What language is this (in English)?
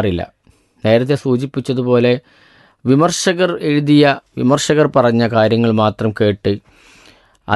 Malayalam